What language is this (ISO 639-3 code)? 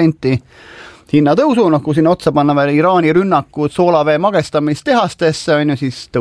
est